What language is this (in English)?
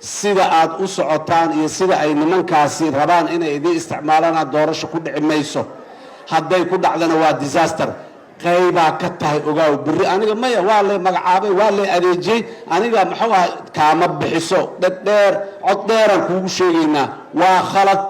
Somali